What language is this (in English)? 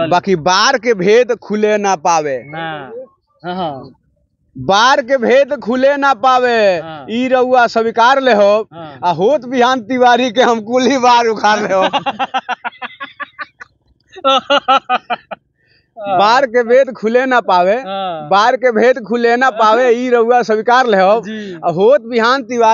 Bhojpuri